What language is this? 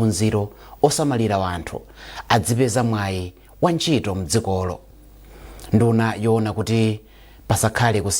Nyanja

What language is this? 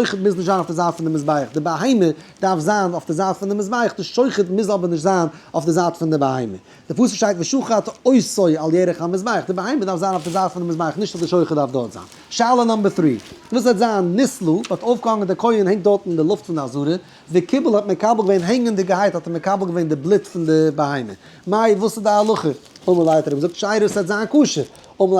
Yiddish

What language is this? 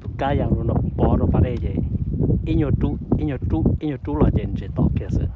Hmong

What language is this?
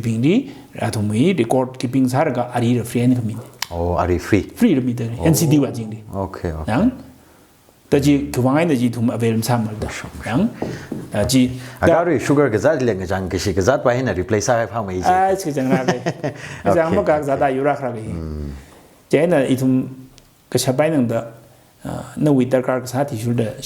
Tangkhul Naga (India)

